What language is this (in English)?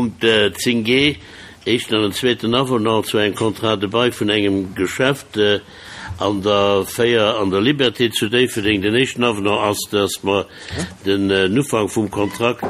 Luxembourgish